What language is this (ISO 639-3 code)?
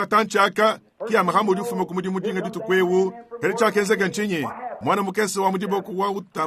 lua